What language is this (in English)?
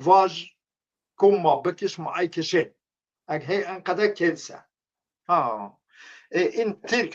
Zaza